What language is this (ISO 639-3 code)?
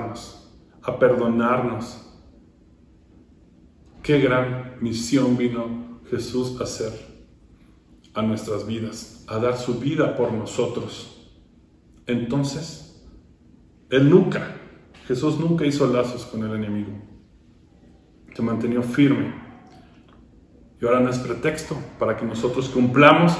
spa